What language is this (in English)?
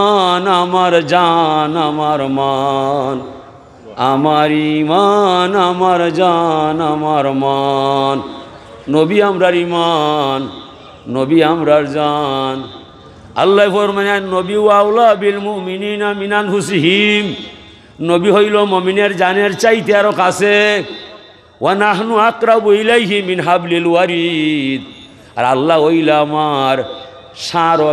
Sylheti